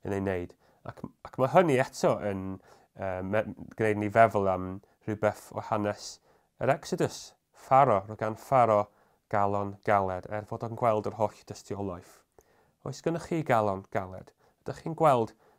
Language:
Welsh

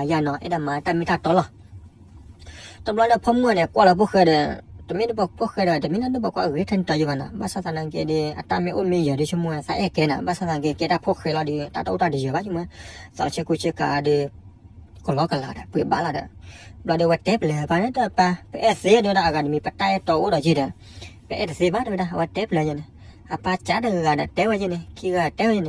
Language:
S'gaw Karen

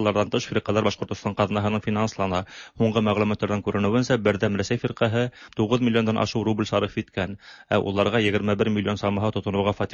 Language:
Tatar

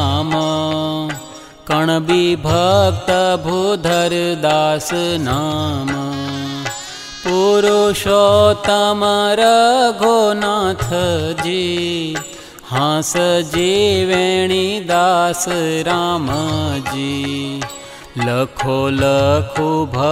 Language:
Gujarati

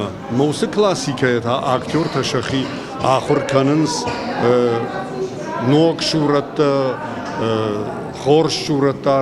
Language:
Ossetic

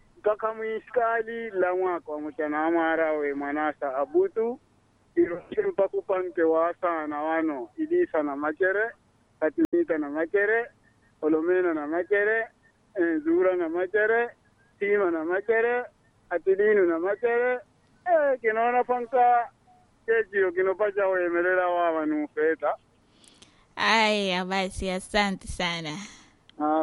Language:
Swahili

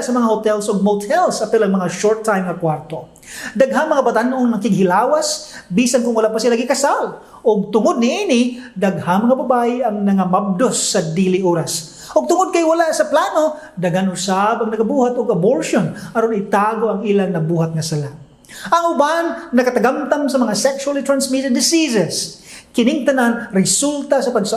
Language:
Cebuano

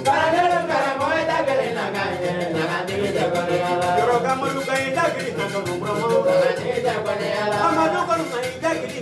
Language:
Bambara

